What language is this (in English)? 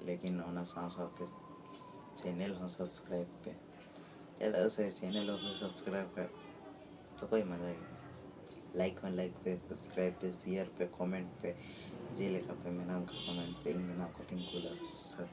Santali